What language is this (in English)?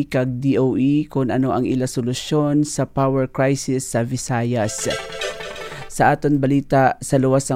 Hiligaynon